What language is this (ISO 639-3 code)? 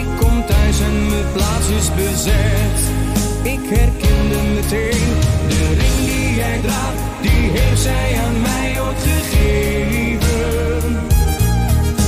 nld